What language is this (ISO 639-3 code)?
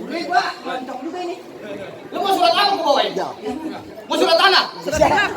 bew